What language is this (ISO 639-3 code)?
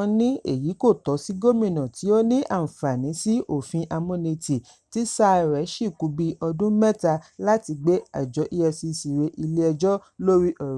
yor